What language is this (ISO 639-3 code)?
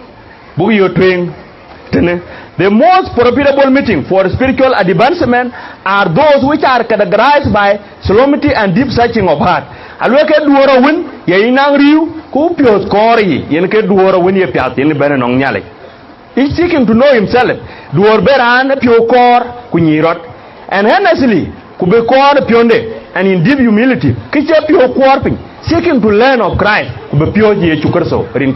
din